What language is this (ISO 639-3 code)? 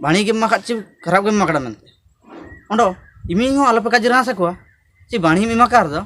hoc